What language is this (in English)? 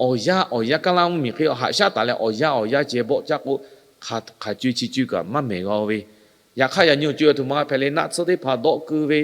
Lahu